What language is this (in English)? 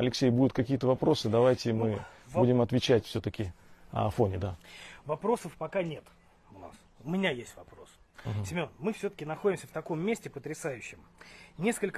Russian